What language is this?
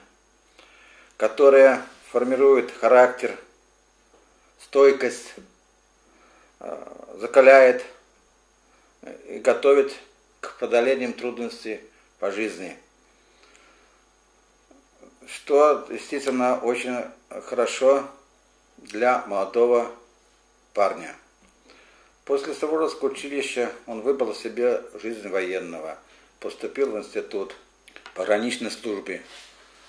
Russian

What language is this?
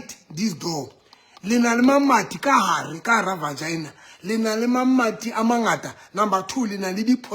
Southern Sotho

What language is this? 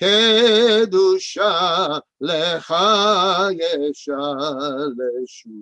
Ladino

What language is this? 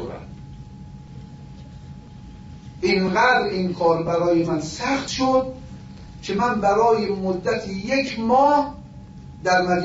Persian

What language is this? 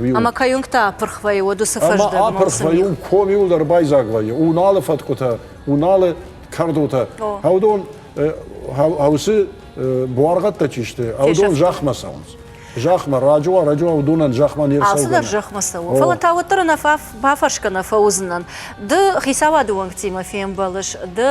Ossetic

